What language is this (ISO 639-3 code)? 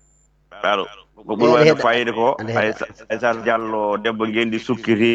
ful